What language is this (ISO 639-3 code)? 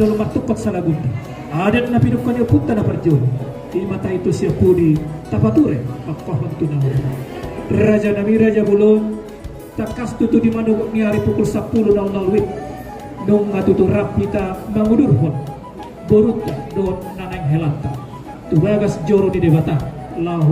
bbc